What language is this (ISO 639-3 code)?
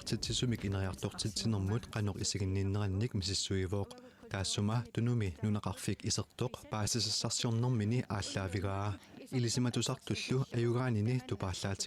kal